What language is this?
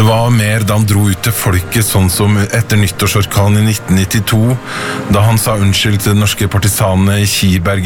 Norwegian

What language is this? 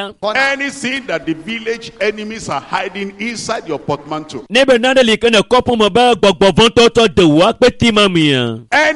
Ewe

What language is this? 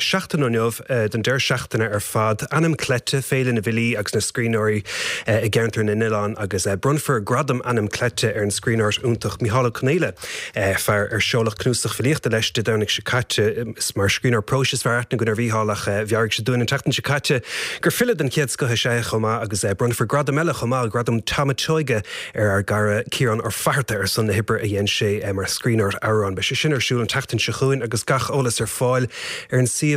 Irish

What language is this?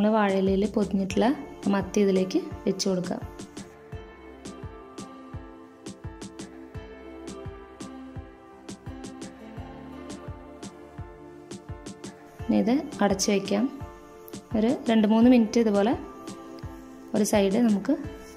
Malayalam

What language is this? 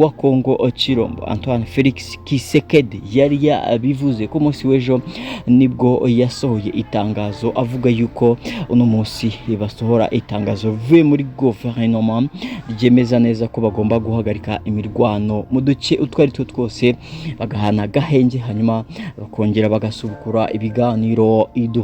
Kinyarwanda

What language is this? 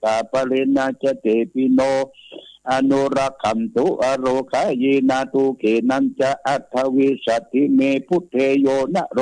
Pali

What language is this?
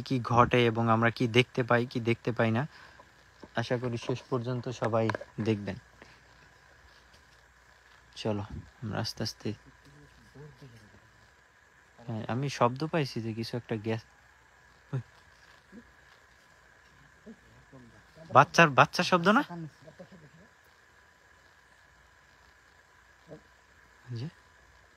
Bangla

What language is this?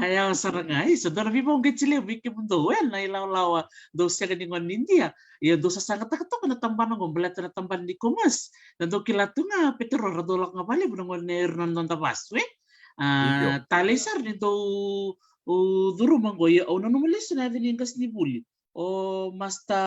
Fijian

